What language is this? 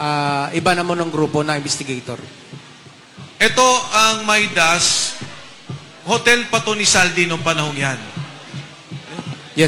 Filipino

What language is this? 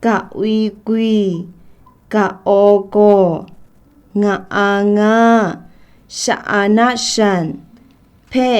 Kachin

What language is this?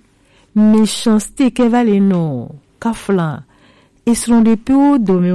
Gen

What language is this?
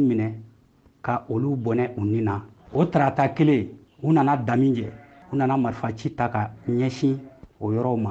Bambara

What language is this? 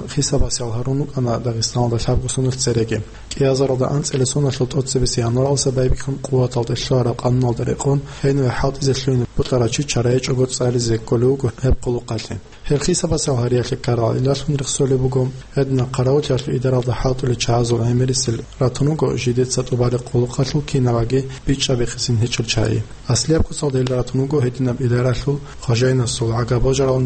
Avaric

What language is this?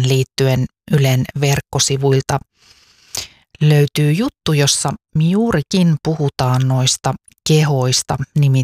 Finnish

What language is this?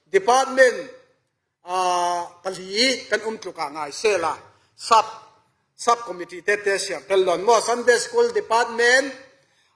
Falam Chin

